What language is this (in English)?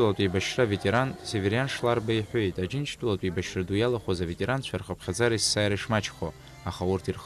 Abkhazian